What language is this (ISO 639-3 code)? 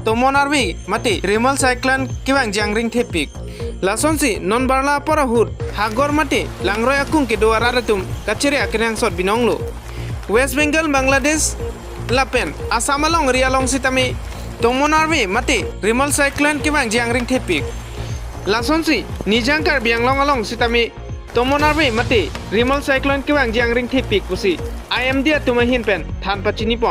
mjw